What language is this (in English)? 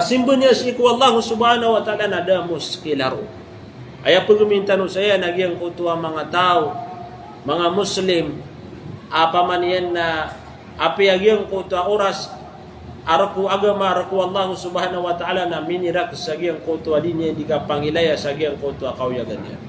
Maranao